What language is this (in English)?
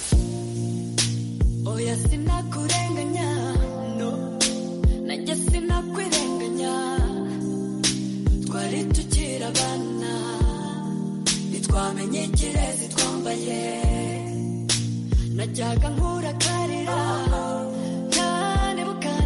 Kinyarwanda